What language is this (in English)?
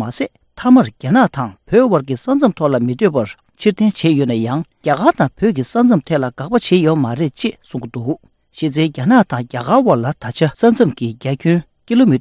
Tibetan